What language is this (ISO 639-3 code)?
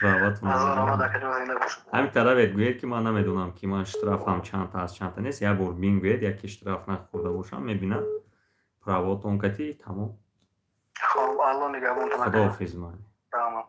tgk